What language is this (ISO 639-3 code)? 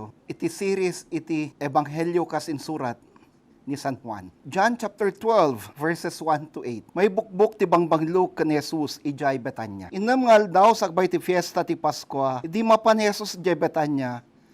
ilo